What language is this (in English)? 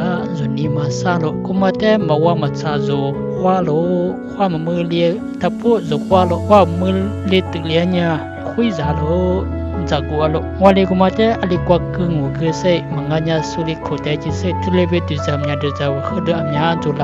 Lisu